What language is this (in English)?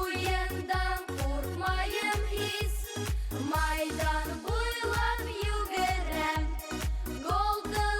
Bashkir